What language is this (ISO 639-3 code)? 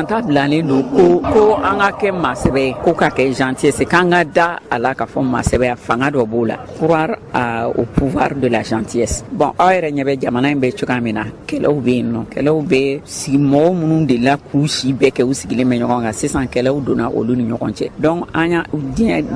bam